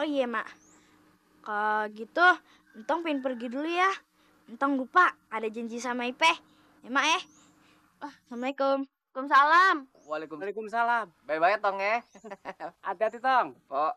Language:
Betawi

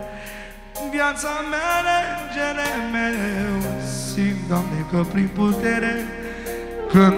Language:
Romanian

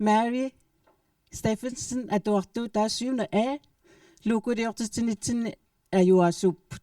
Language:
Kalaallisut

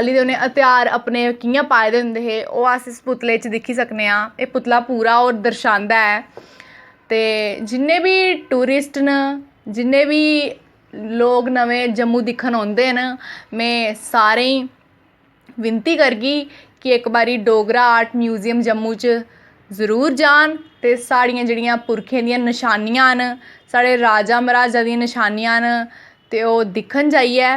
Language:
Dogri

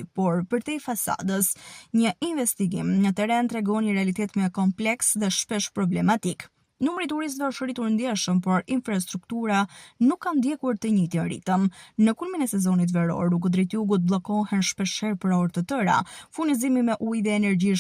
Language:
Albanian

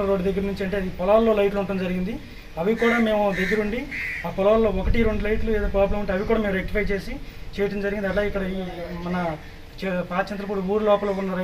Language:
Telugu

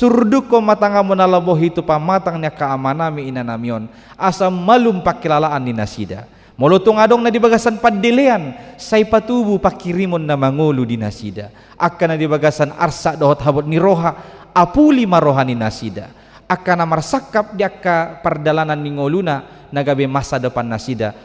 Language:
Batak Toba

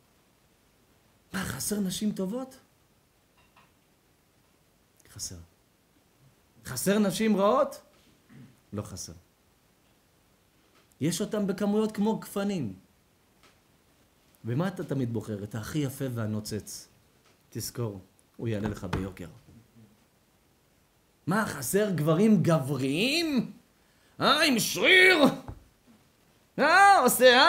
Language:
Hebrew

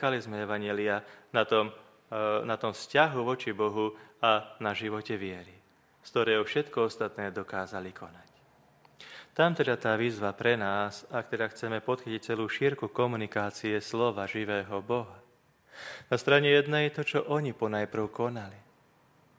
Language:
Slovak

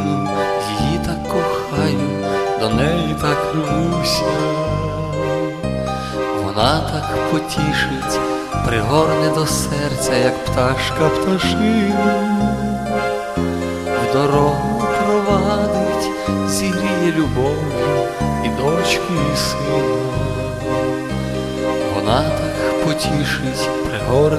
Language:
Ukrainian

